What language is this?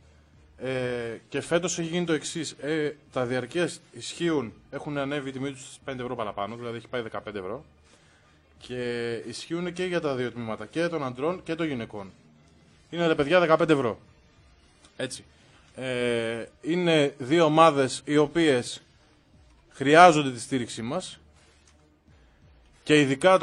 Greek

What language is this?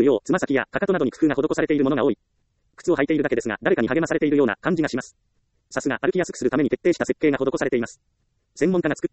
Japanese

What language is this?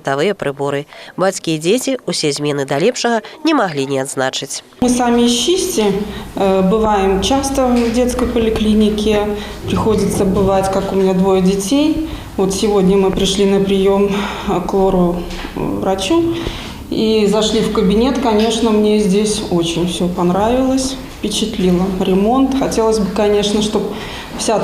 Belarusian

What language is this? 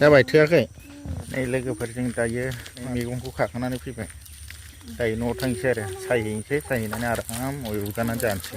Bodo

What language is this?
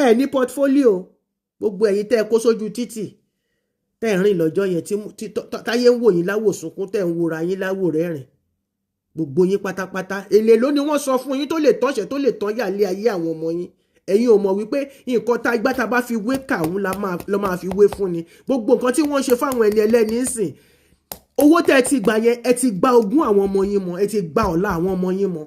Yoruba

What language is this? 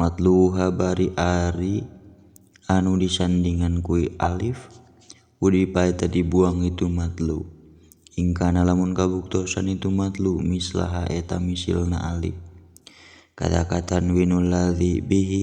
Sundanese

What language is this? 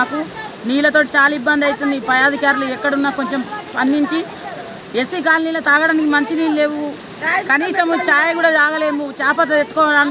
Telugu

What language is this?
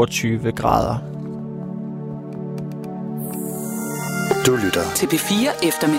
Danish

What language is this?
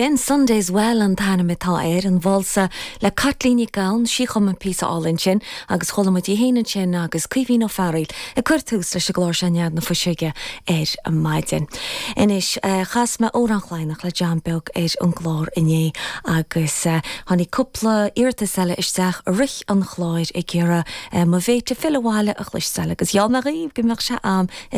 Irish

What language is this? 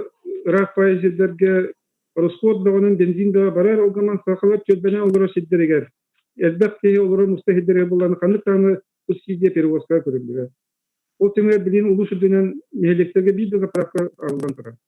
Yakut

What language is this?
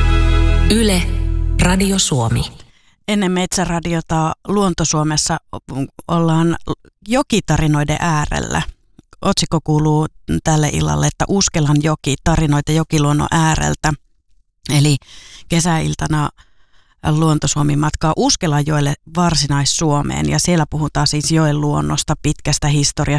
Finnish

